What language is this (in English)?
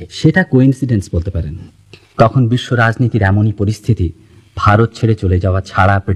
Bangla